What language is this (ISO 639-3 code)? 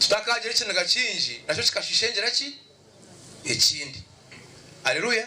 nyn